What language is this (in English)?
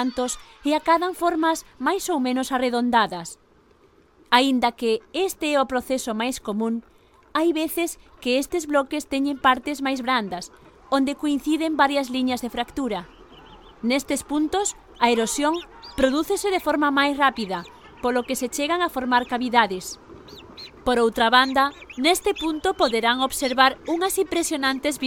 Galician